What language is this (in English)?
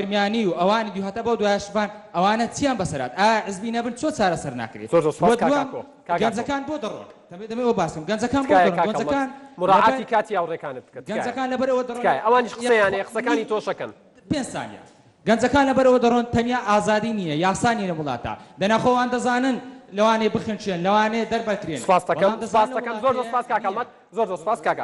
Central Kurdish